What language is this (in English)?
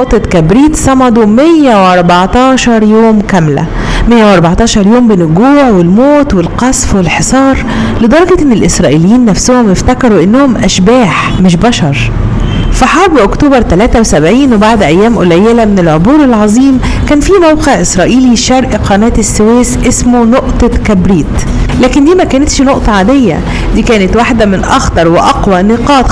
Egyptian Arabic